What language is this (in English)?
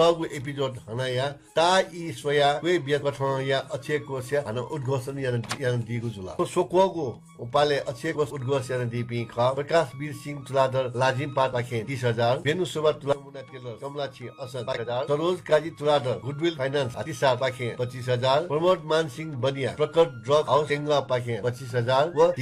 Newari